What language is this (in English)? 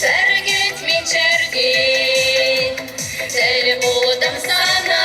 Chuvash